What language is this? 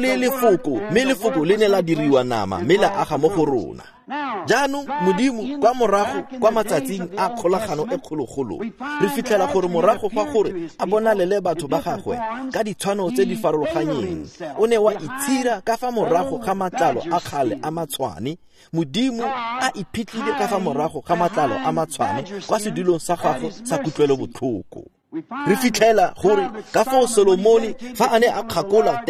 Tswana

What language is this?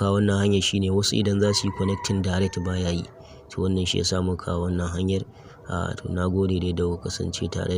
Hausa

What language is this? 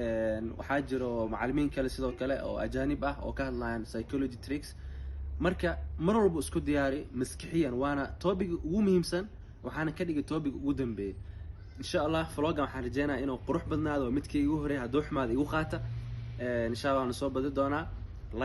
Somali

